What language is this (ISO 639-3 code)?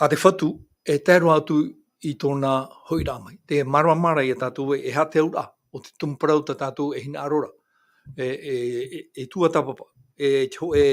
tah